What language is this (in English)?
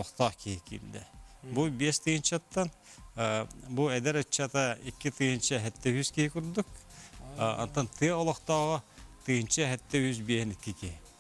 Yakut